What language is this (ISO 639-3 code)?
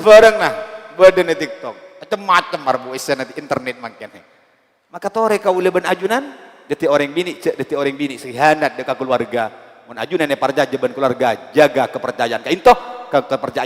mad